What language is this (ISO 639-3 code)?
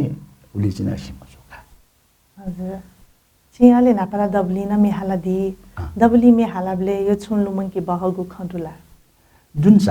new